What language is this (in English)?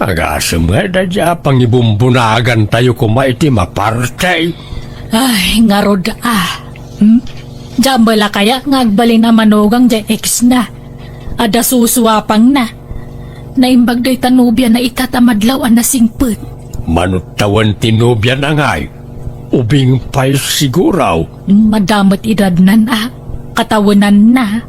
Iloko